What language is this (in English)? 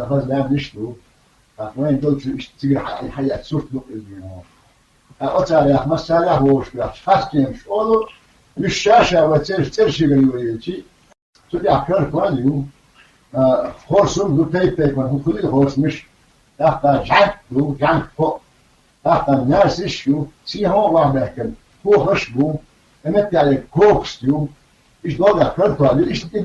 Chechen